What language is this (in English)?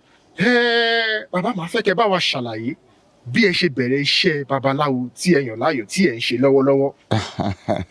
Yoruba